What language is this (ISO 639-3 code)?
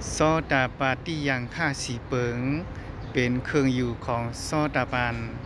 shn